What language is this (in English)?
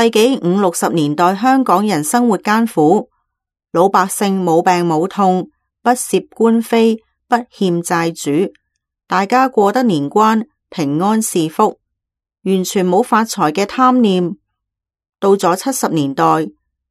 Cantonese